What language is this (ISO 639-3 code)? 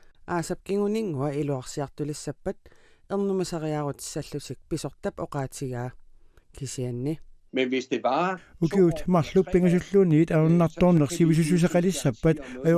kal